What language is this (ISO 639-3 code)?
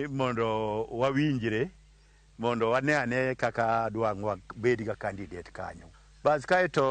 luo